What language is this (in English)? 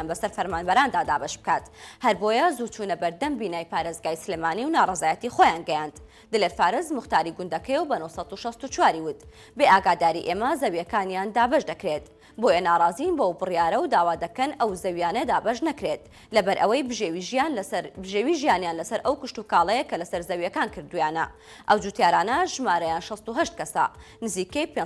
Central Kurdish